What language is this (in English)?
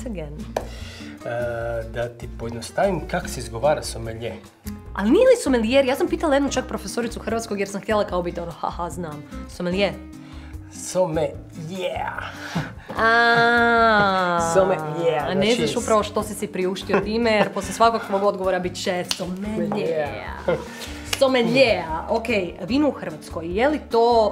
Croatian